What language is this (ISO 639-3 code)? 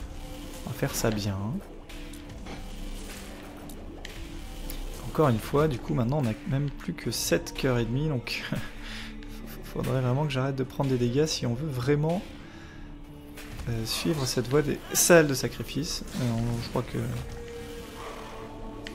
fra